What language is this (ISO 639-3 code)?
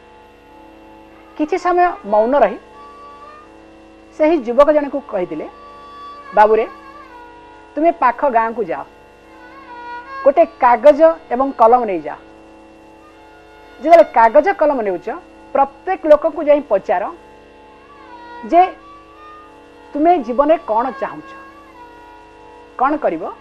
ori